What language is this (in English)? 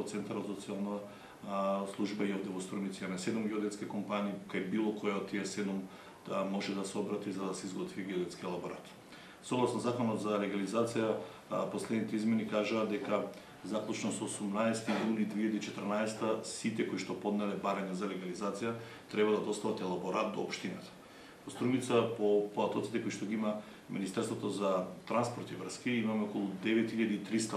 Macedonian